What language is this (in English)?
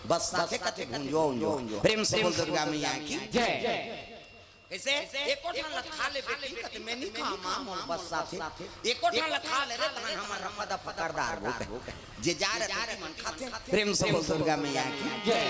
Chhattisgarhi